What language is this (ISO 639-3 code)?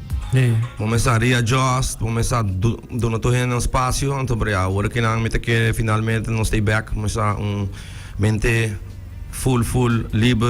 pap